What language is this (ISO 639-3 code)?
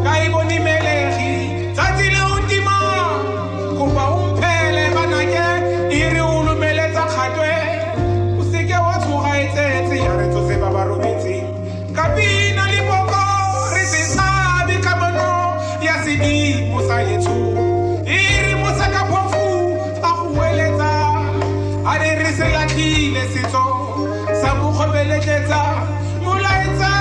tsn